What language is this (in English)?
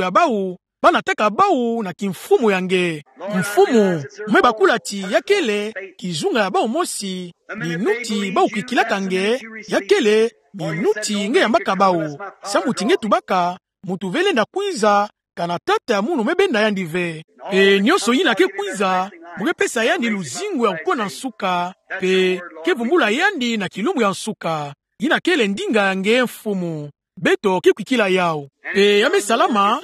Kituba (Democratic Republic of Congo)